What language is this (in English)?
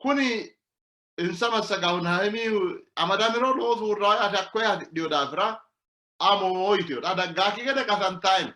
Sidamo